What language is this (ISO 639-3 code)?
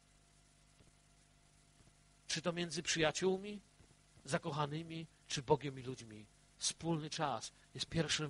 pol